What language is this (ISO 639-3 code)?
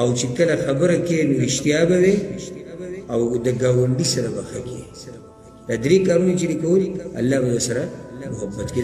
pus